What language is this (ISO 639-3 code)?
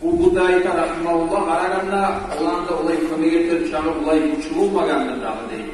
kum